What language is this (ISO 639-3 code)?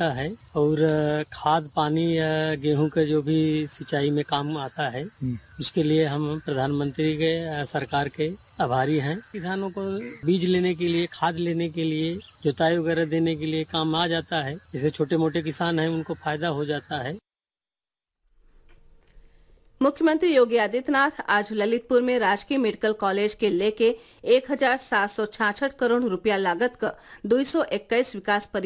bho